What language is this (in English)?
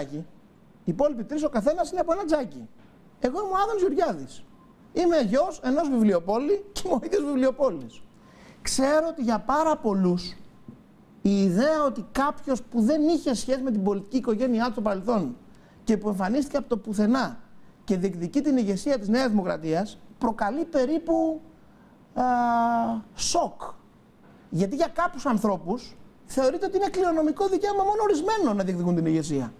Greek